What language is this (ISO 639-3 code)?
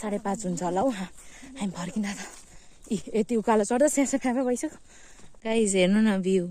nep